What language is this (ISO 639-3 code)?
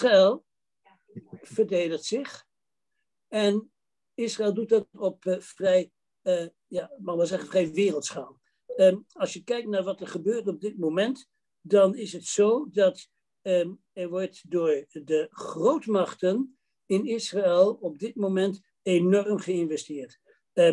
nld